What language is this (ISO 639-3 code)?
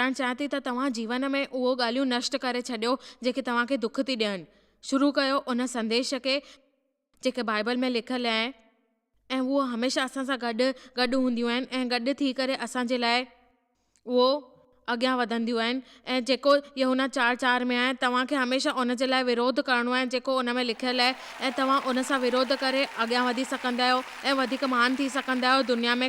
snd